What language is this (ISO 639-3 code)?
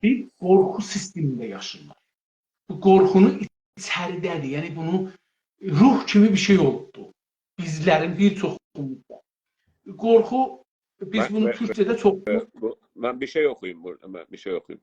azb